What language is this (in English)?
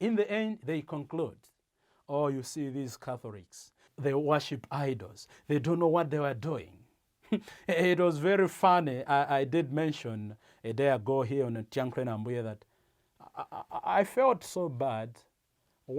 English